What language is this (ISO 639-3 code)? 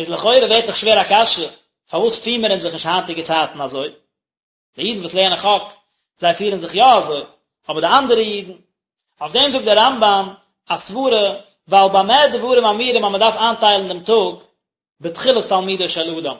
yid